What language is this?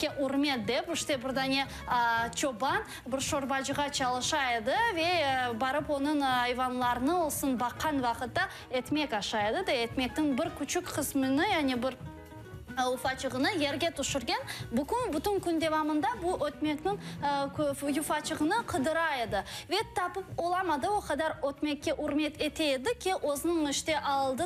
Crimean Tatar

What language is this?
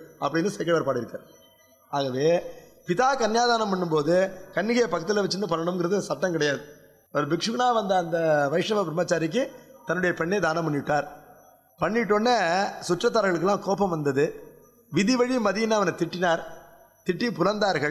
Tamil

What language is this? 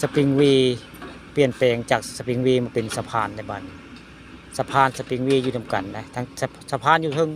Northeastern Thai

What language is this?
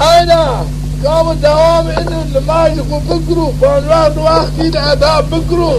Zaza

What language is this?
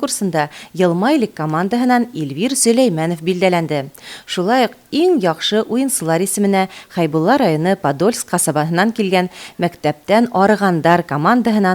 Bashkir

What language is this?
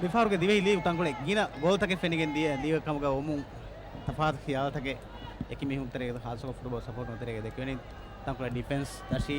Divehi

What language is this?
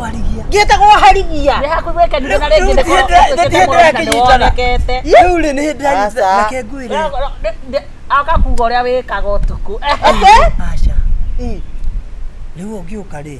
Kikuyu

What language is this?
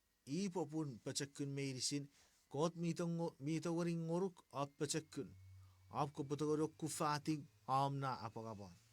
Chuukese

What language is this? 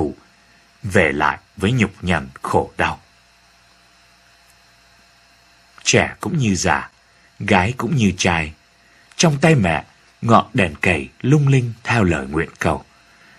Vietnamese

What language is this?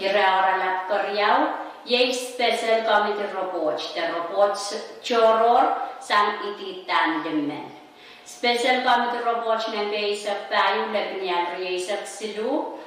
Pohnpeian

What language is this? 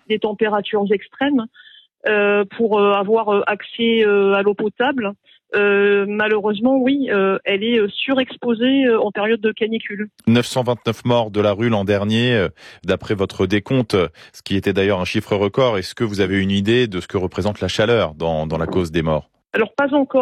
French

